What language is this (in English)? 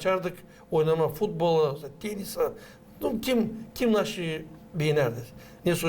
Gagauz